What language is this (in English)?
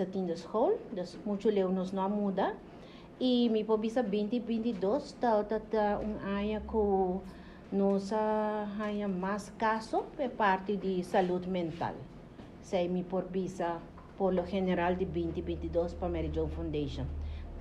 Papiamento